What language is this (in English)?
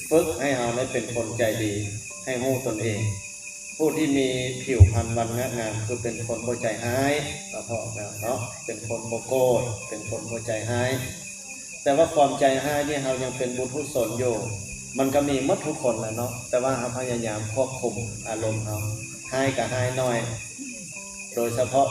Lao